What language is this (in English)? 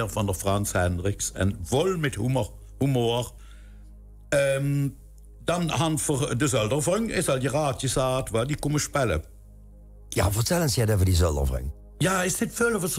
Limburgish